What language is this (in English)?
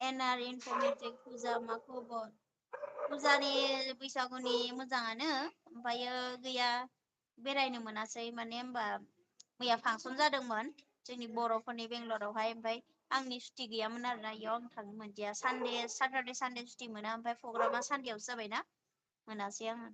Bodo